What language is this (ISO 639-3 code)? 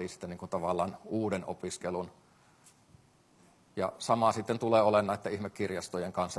fin